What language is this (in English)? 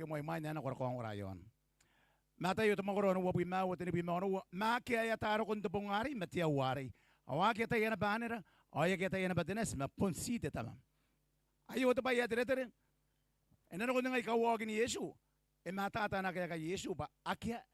Gilbertese